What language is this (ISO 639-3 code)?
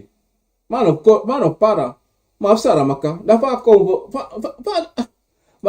srn